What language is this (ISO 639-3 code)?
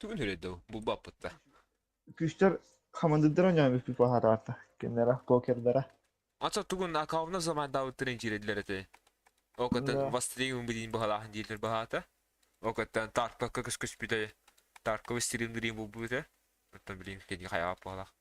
sah